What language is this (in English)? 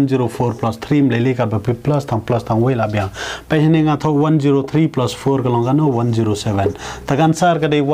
Khasi